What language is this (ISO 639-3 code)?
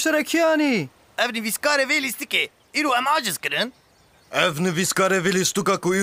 kur